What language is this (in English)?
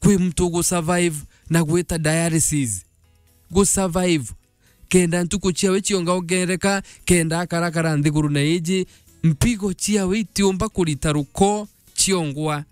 Meru